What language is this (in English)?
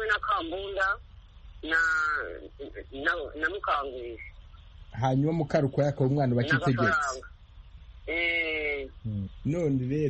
Kinyarwanda